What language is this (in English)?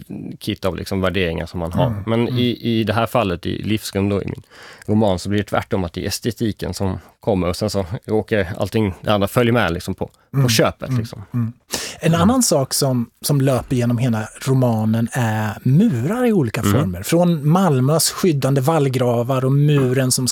Swedish